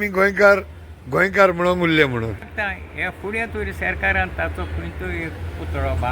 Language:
Konkani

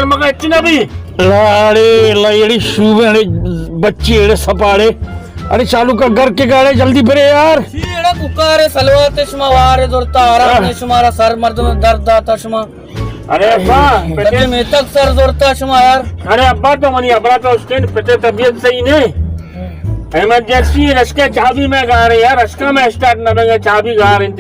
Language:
Baluchi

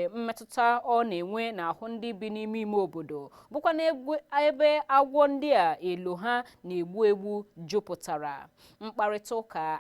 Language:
Igbo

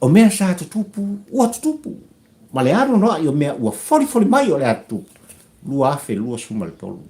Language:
Samoan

